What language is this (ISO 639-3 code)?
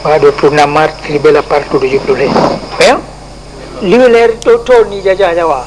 ace